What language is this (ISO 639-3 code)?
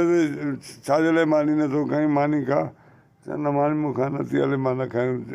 snd